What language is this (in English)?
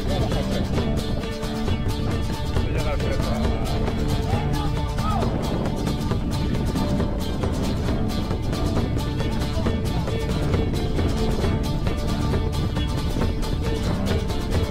Spanish